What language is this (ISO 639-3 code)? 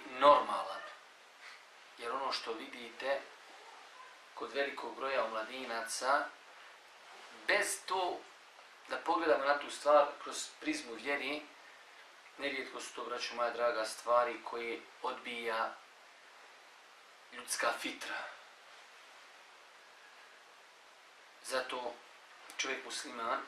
bos